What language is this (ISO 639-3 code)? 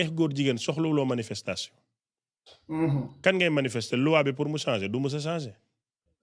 wol